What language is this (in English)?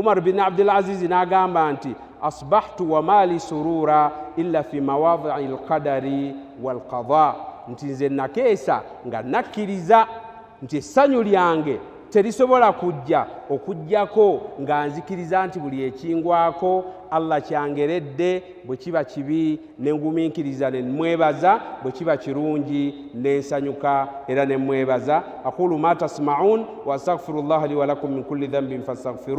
Ganda